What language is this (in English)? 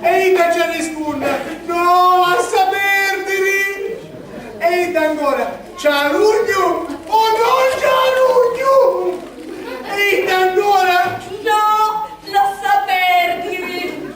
Sicilian